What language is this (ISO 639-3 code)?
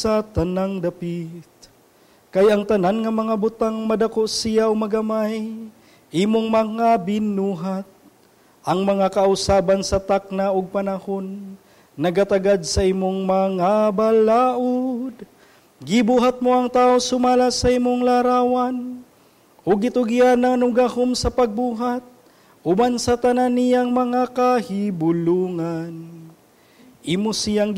ceb